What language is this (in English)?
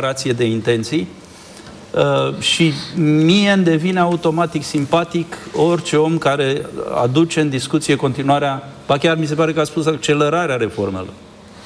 Romanian